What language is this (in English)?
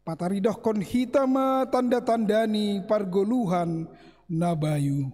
Batak Simalungun